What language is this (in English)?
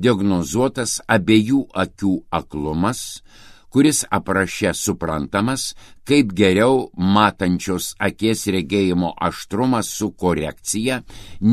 Lithuanian